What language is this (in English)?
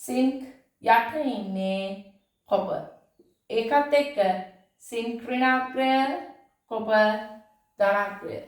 Sinhala